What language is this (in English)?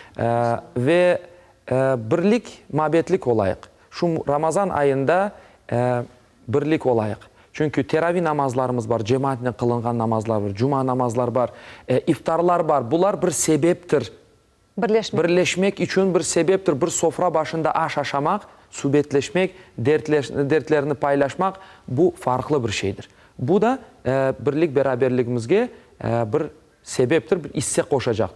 Crimean Tatar